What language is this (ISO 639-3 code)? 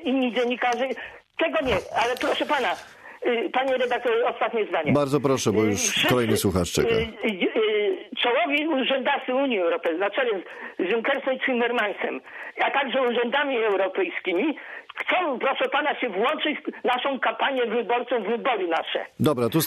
pol